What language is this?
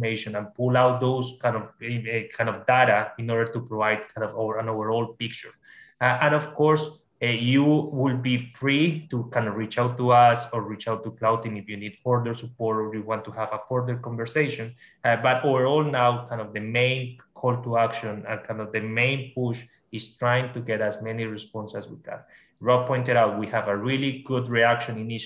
English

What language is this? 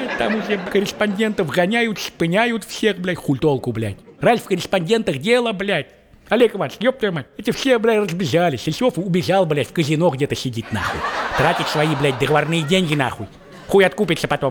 Russian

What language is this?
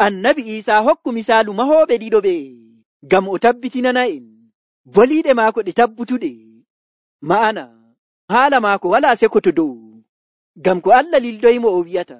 Nigerian Fulfulde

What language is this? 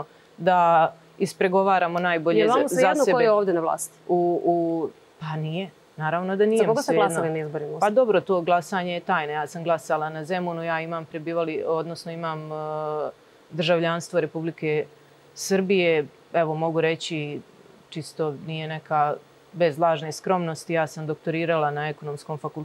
Serbian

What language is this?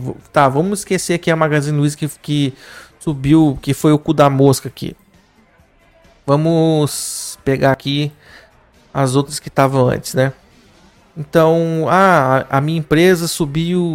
Portuguese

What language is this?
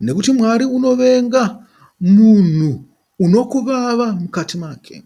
Shona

